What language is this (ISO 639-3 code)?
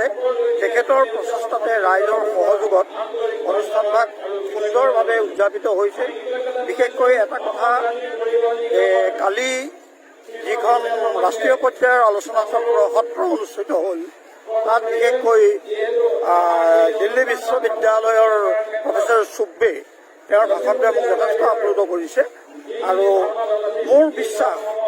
asm